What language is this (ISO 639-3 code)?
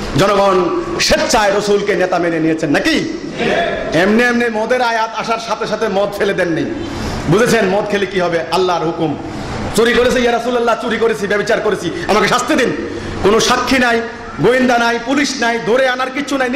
ben